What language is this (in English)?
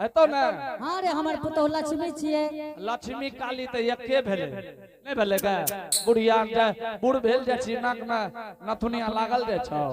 Angika